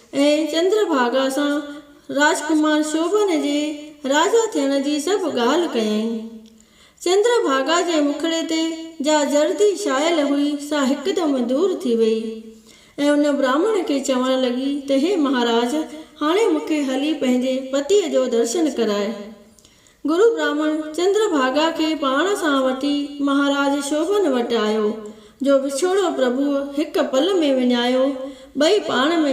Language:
Sindhi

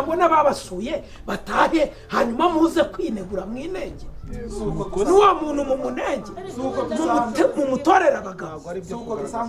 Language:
Kinyarwanda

